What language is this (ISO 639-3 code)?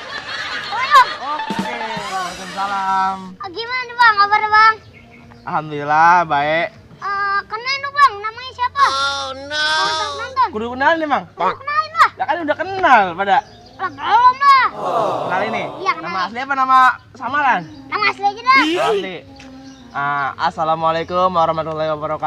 bew